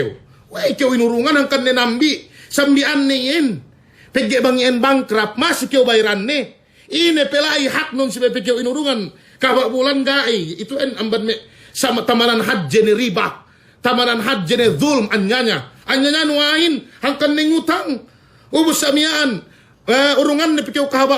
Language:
Yakan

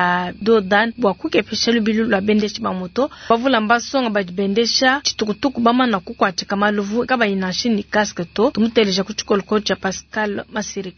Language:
Luba-Lulua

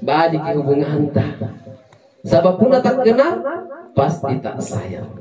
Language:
Makasar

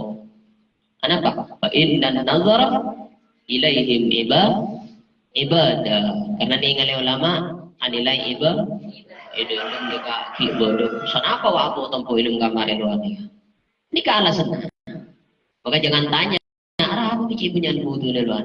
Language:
Madurese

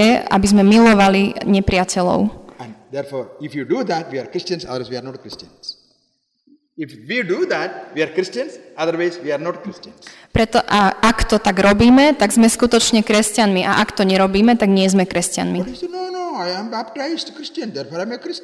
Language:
Slovak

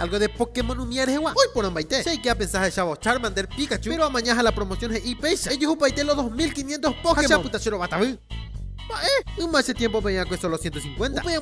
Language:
Guarani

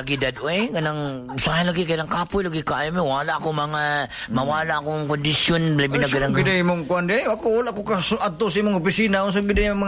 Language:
Cebuano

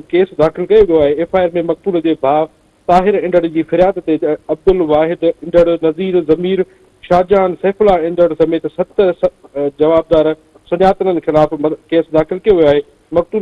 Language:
Sindhi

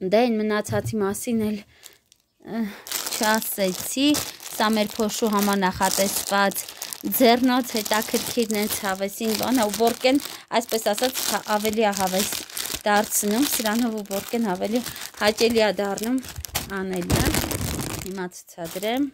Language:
Armenian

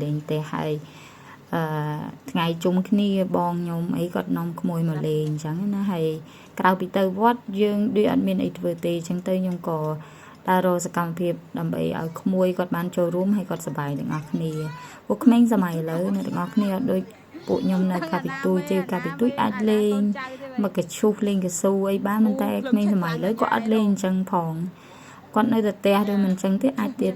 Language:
Khmer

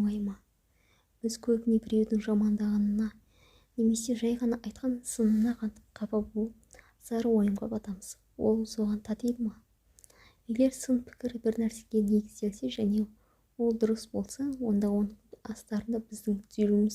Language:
Kazakh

